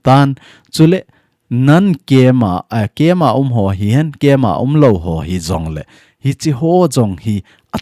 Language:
Thado Chin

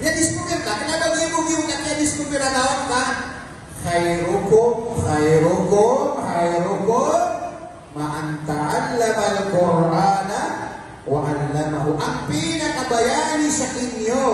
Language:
Maranao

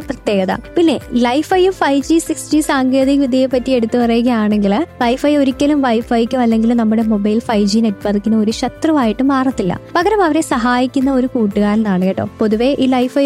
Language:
Malayalam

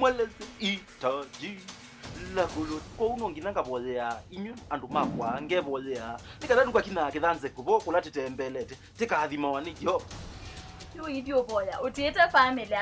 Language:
Kamba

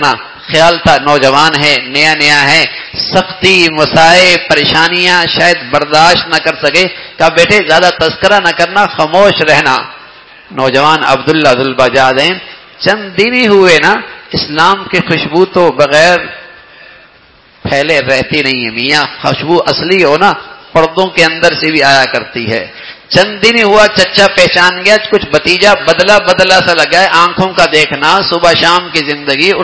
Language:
Urdu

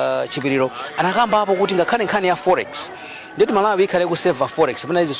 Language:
Nyanja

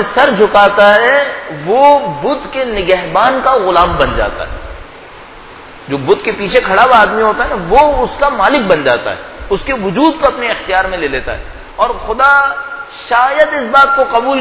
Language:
Urdu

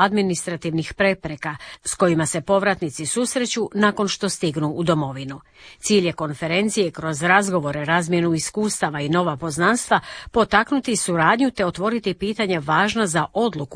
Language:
Croatian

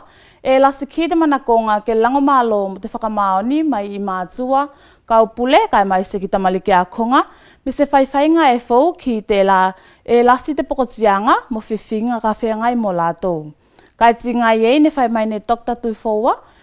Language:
Tuvalu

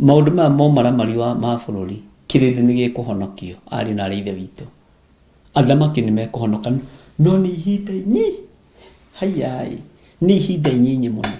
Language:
Kikuyu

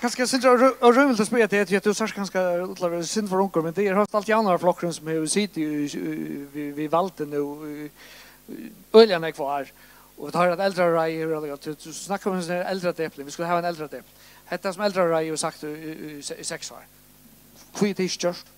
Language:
Faroese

